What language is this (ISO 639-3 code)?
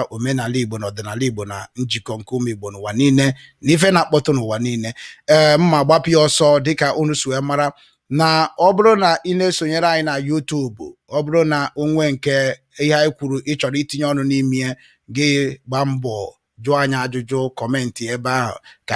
ibo